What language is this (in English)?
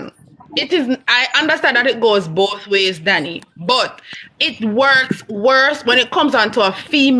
Jamaican Creole English